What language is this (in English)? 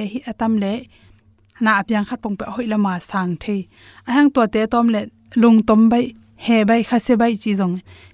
Tedim Chin